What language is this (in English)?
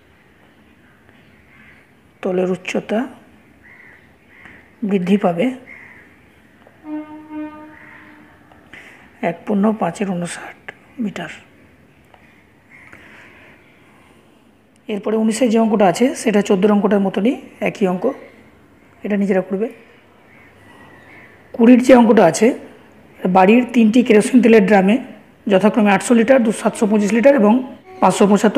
Bangla